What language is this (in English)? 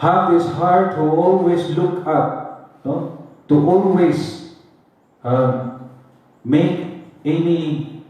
Cebuano